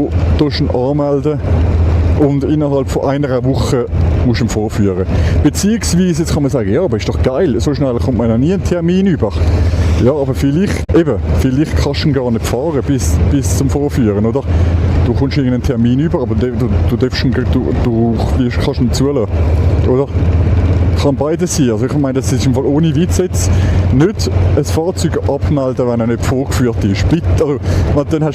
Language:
Swiss German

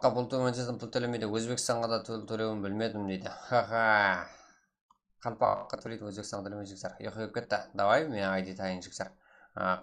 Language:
Kara-Kalpak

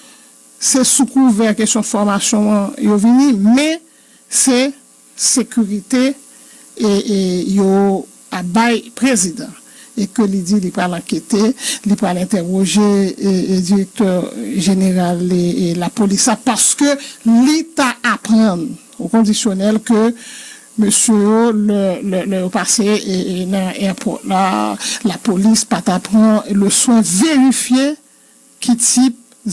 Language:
Haitian Creole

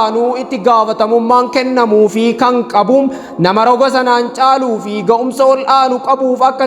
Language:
Oromo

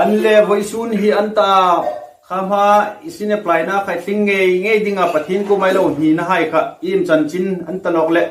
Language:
Hmar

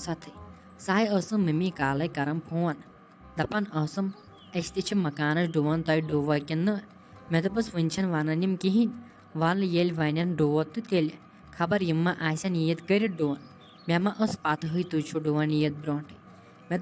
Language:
Kashmiri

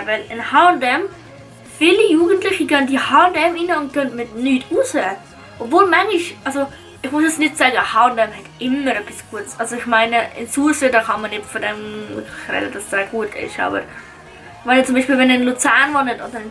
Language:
Swiss German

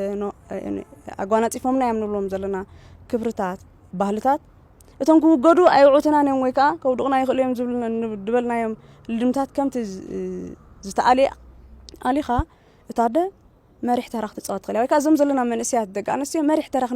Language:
Tigrinya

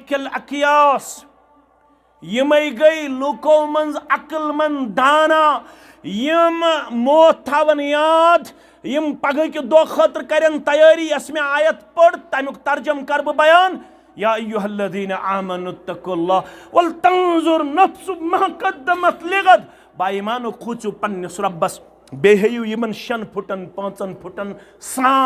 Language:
Kashmiri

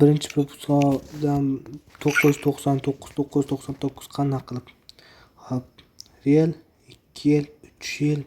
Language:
Uzbek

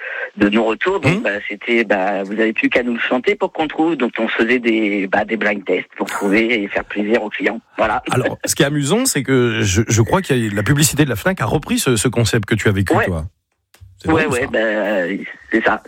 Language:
French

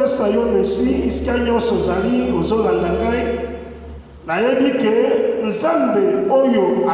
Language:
Lingala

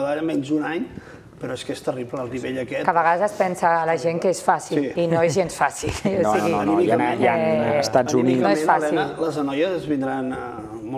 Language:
Catalan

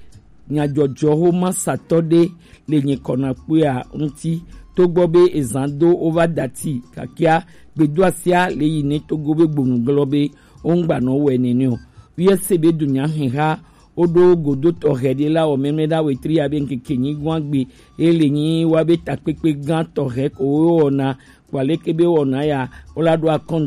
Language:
Gen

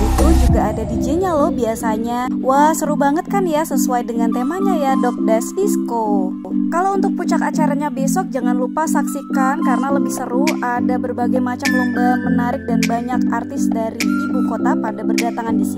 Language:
Indonesian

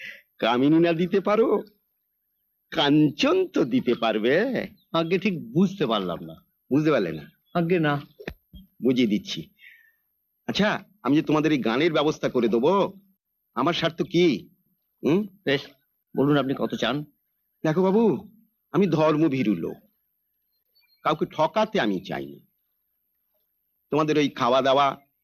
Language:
Bangla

